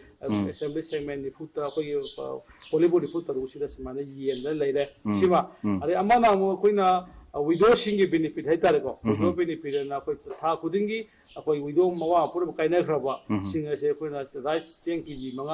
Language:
Manipuri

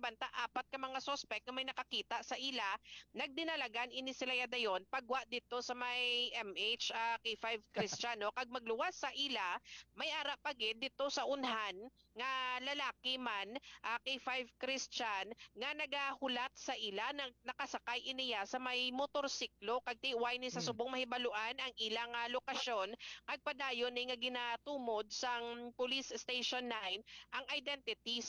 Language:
Hiligaynon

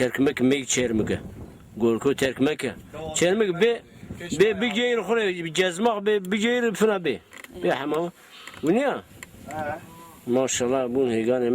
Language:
Zaza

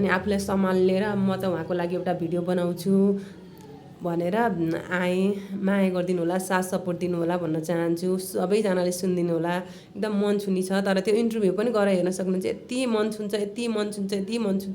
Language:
Nepali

